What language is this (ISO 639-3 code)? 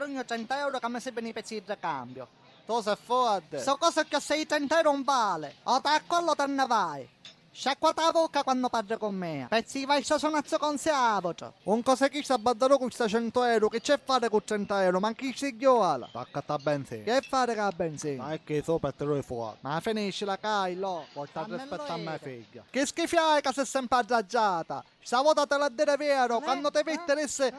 scn